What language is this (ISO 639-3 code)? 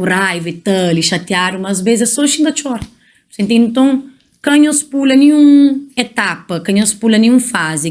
kea